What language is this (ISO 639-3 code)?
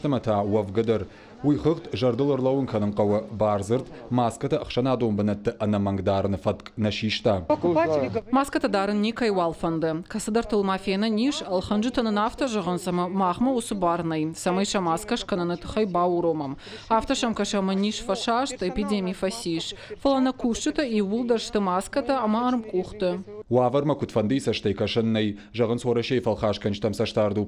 oss